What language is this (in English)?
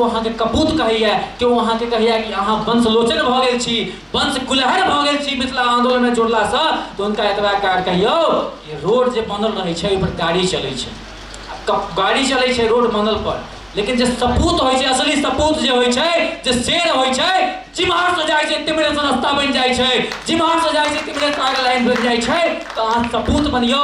Maithili